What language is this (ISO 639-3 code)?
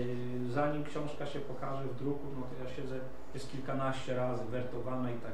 pol